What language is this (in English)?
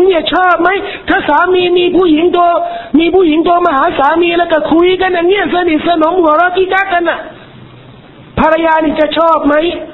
Thai